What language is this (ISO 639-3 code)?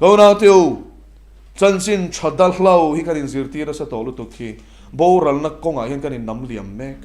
lus